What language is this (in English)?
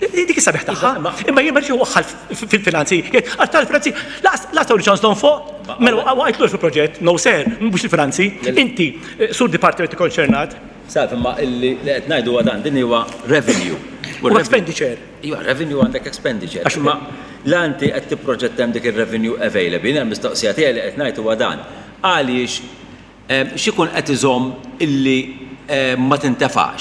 Maltese